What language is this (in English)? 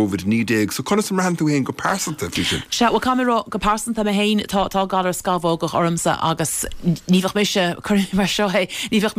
Irish